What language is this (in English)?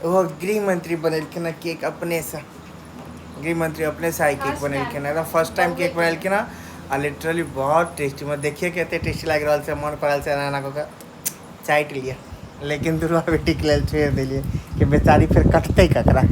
Maithili